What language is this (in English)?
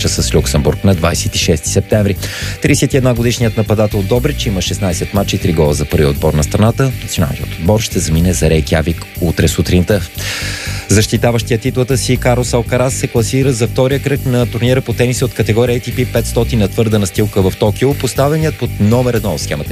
Bulgarian